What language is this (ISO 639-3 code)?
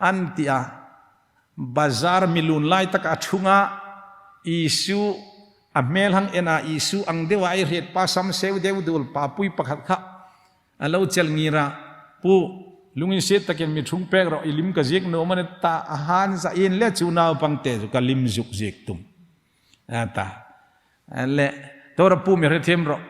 hmr